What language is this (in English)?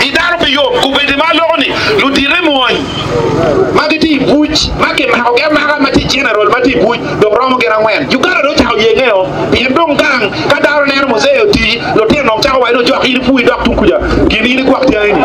Acoli